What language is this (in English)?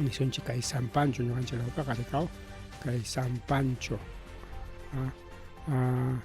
Ayacucho Quechua